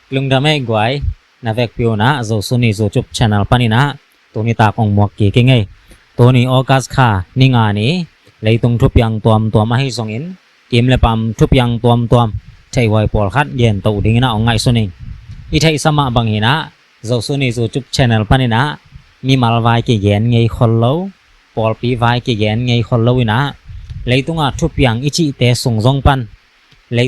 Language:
Tedim Chin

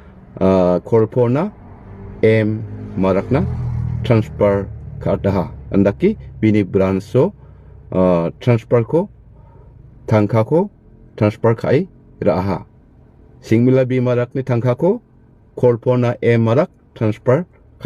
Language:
Garo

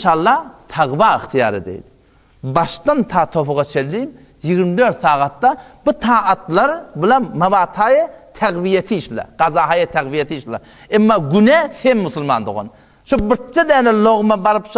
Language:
Turkmen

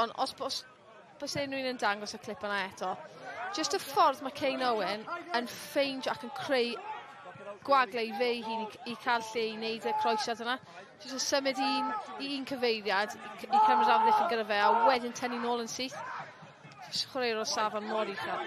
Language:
Welsh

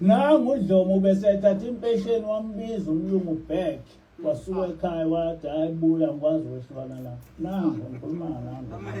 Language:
Zulu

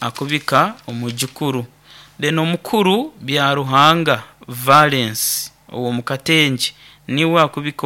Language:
Nyoro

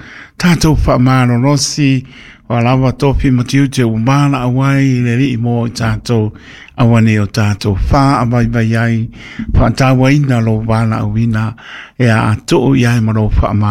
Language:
Samoan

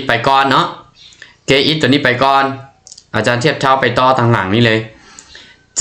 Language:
Lao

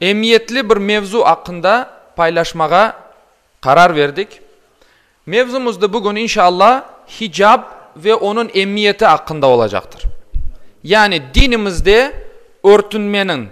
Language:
Crimean Tatar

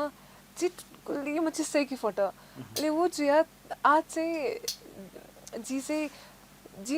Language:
Newari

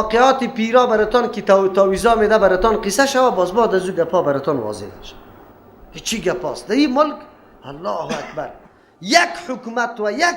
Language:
Persian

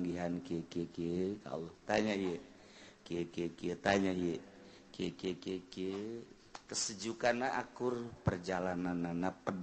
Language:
Sundanese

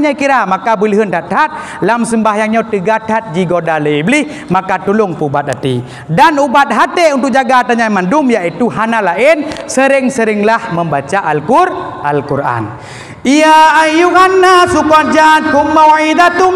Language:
Achinese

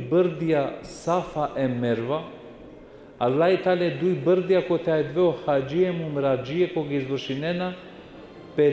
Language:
Balkan Romani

